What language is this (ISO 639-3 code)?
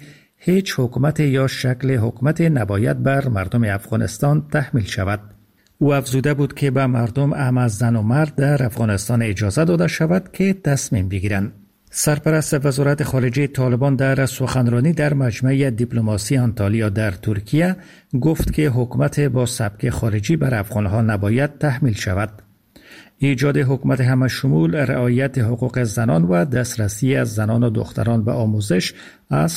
fas